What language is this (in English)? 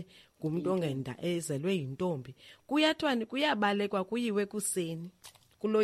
Xhosa